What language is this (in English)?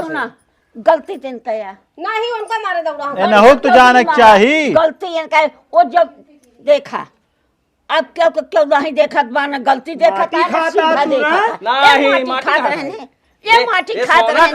Awadhi